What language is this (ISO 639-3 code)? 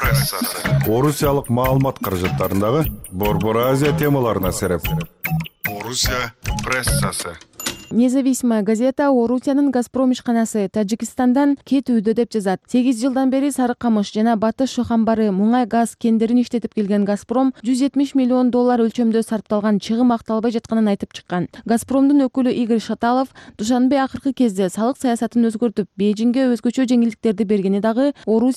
kir